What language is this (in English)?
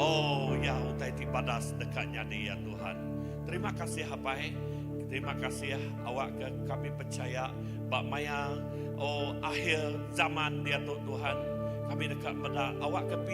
Iban